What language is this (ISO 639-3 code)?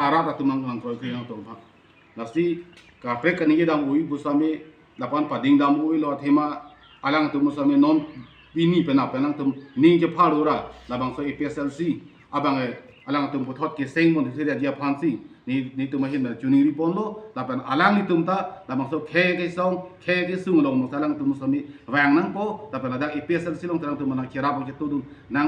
mjw